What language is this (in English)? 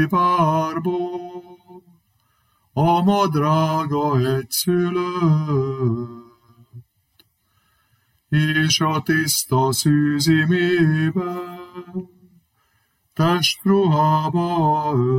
Hungarian